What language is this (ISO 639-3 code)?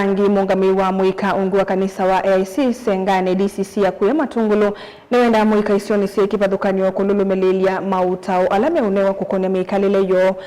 kam